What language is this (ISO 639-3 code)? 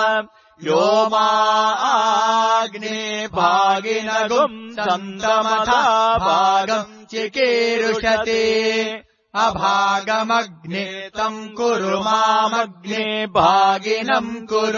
san